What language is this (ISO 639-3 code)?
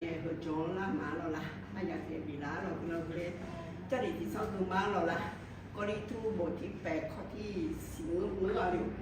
ahk